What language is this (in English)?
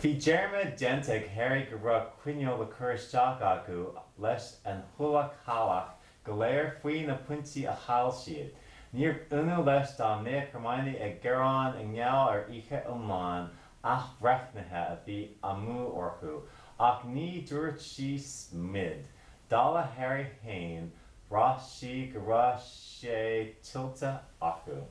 Irish